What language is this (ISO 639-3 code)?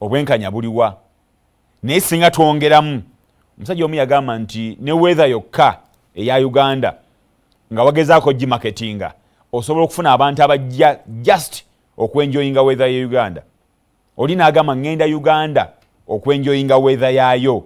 lug